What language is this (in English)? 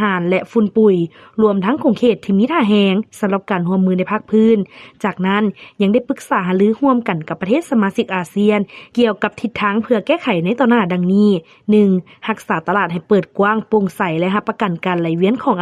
Lao